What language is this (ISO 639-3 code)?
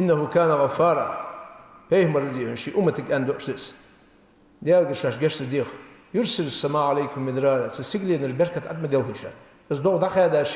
inh